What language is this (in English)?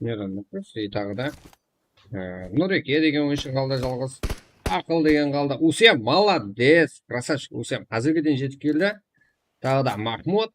Kara-Kalpak